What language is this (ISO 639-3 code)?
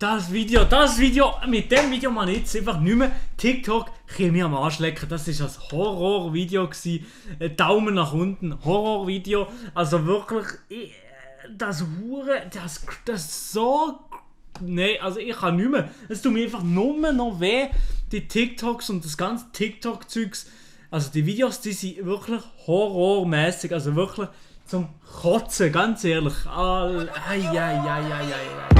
gsw